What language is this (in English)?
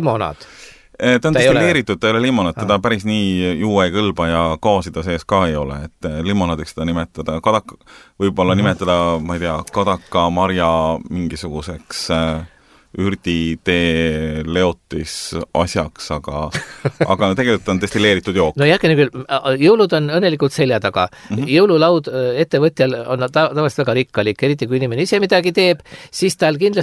Estonian